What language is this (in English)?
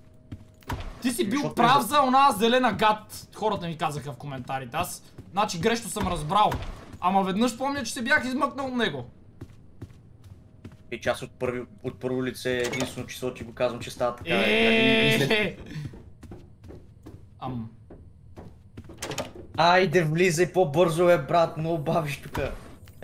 Bulgarian